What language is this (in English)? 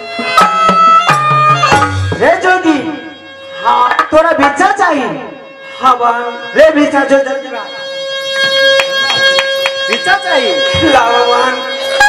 Maithili